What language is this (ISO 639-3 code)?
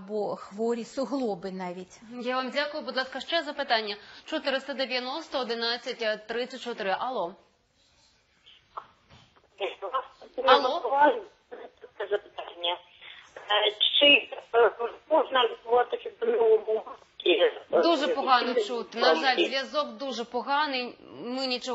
ukr